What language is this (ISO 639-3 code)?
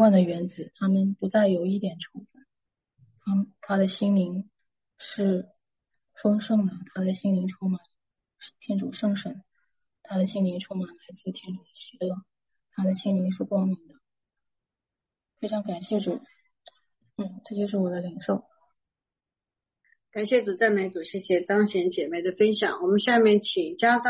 zho